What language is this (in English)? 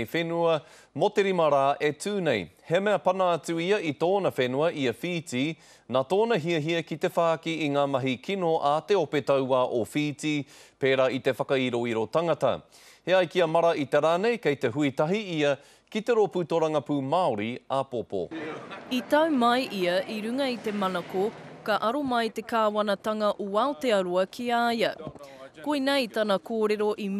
Māori